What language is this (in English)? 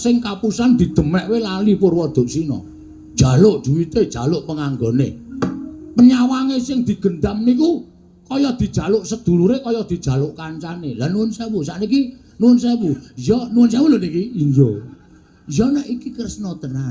Javanese